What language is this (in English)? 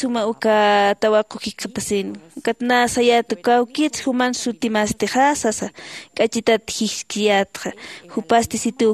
Aymara